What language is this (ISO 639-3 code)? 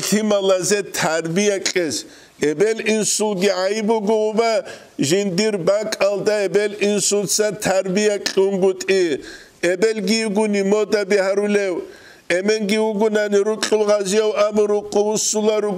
ava